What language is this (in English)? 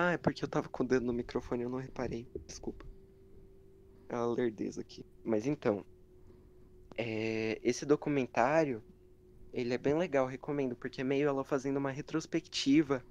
Portuguese